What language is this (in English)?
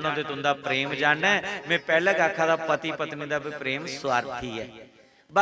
Dogri